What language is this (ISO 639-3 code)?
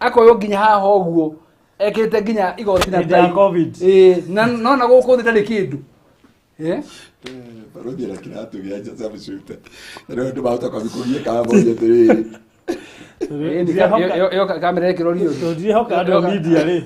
kik